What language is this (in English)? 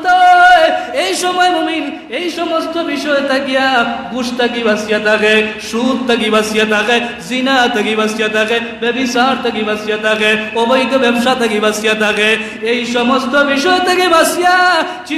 Sylheti